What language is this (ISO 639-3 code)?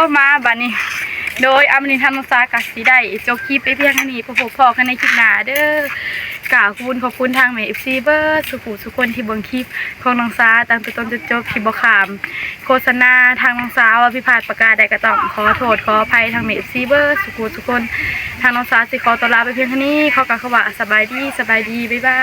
tts